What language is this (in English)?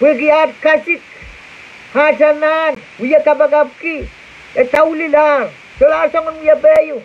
Pohnpeian